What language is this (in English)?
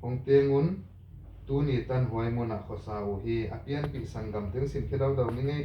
Tedim Chin